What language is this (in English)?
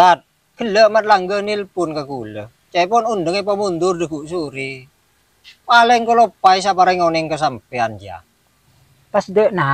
Madurese